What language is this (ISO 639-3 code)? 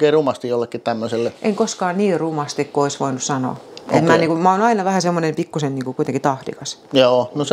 fin